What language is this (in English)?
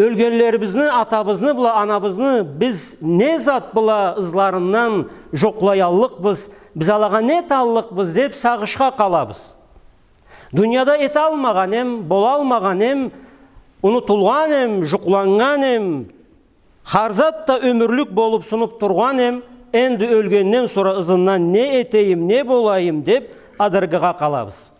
Karachay-Balkar